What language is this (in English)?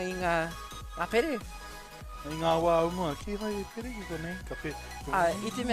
Māori